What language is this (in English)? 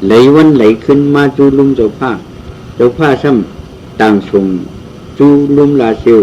Shan